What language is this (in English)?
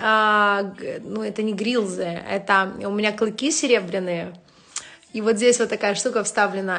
Russian